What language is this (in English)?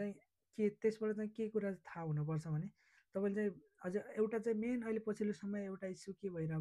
Nepali